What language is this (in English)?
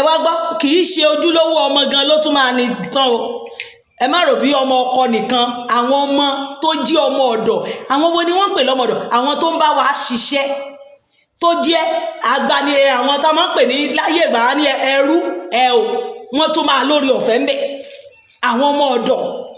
Yoruba